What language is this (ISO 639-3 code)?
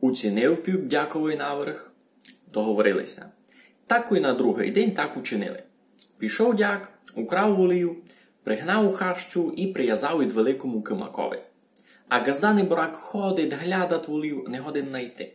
rue